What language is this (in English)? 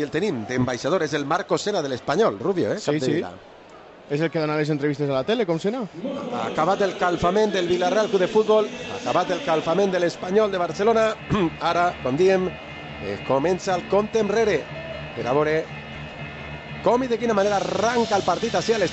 Catalan